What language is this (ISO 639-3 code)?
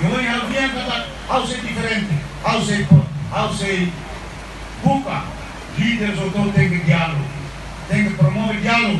tet